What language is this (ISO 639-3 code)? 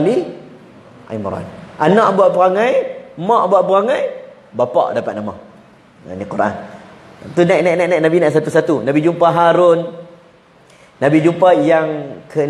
msa